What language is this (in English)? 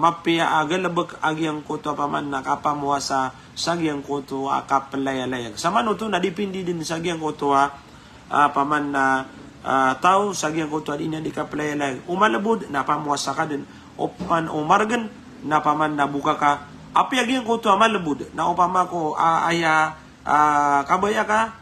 Maranao